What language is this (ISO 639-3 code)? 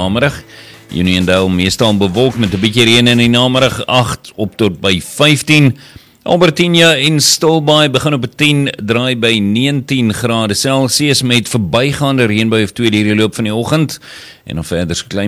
afr